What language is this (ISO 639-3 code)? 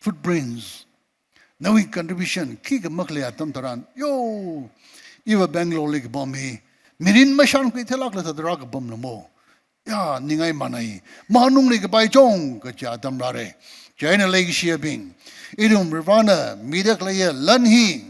nmf